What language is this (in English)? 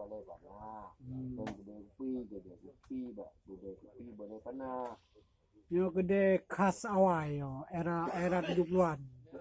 Achinese